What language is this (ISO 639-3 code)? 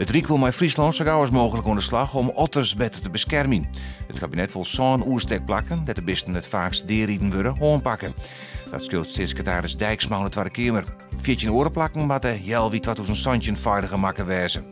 fry